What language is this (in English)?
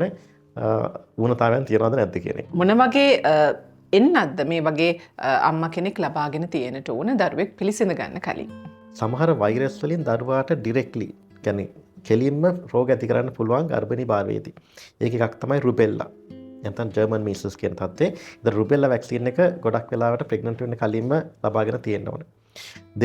Sinhala